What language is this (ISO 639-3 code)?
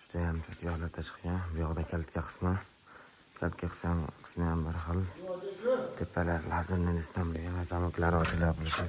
uzb